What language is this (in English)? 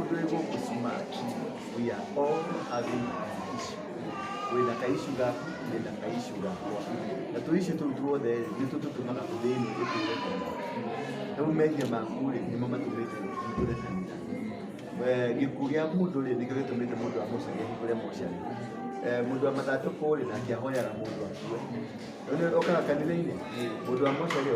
Kikuyu